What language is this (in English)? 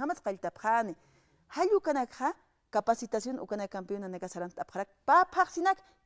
Aymara